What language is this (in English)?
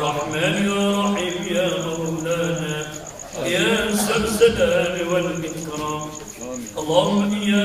Maranao